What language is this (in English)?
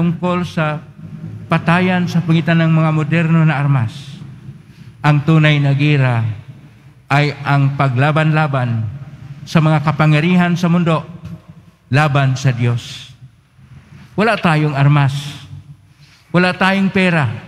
Filipino